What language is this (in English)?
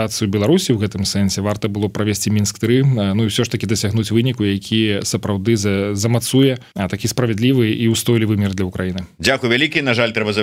Belarusian